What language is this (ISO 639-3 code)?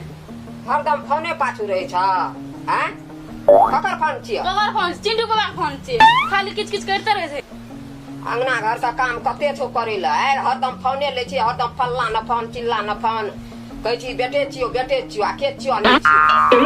mai